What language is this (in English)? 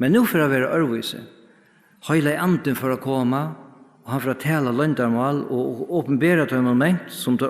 Faroese